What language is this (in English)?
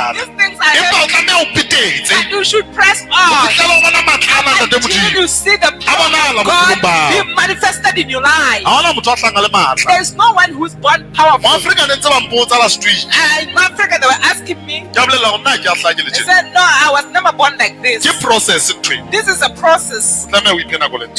Southern Sotho